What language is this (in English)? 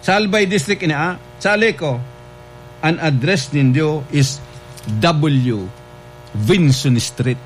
Bikol